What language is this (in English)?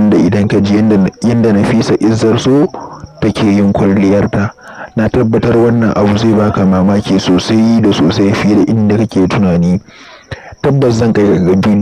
Hausa